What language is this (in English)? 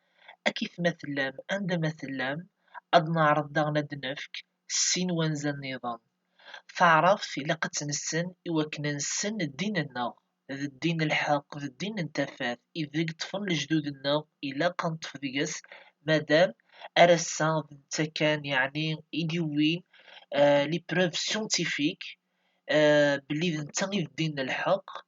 Kabyle